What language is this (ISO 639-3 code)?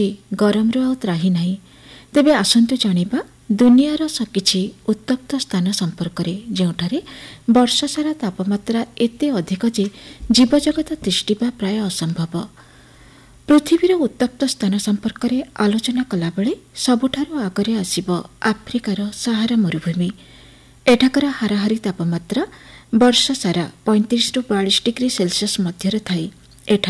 ori